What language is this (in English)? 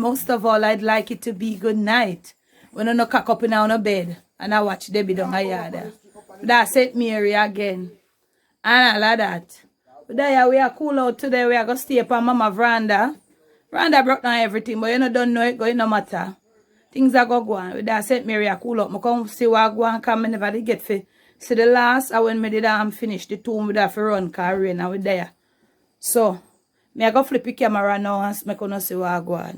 Jamaican Creole English